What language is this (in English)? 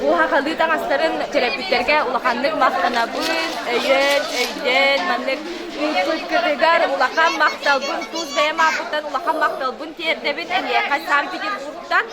Yakut